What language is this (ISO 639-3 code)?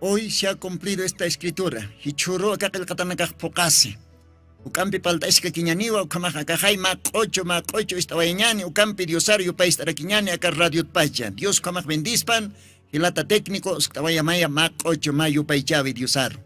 aym